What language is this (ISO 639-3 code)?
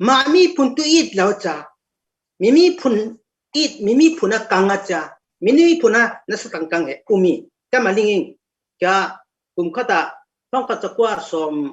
cfm